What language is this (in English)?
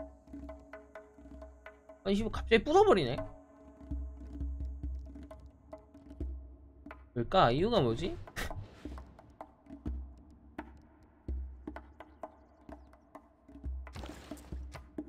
Korean